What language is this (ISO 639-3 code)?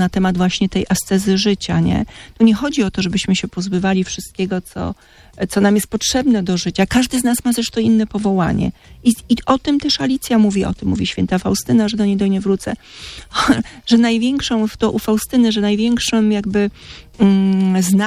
pol